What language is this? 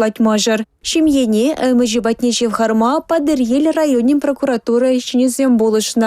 Chuvash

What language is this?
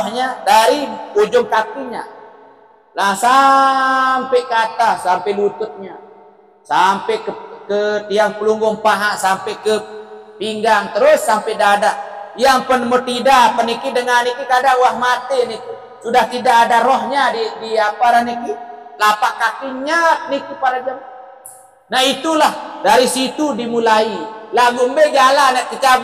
Sasak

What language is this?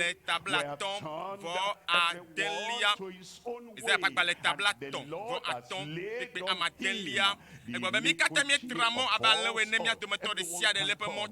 Ewe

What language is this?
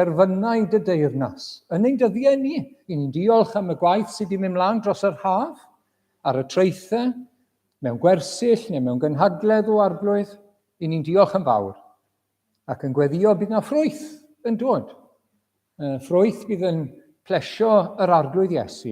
Welsh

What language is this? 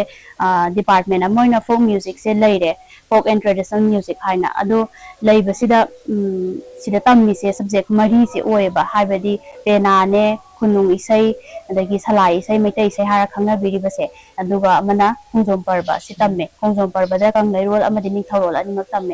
Manipuri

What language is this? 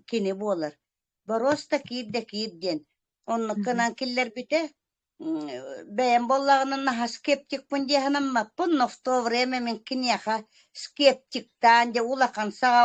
Yakut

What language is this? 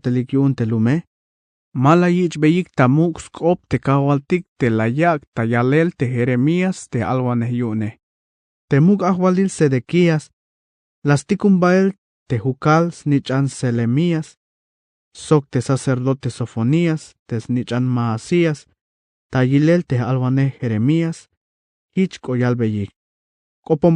Tzeltal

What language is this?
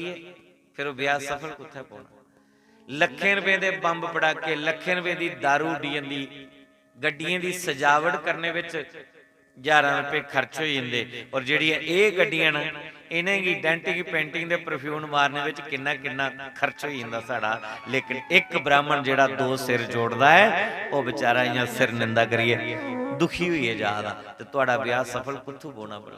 Dogri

